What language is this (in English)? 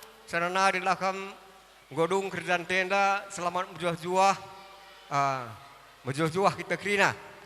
Batak Karo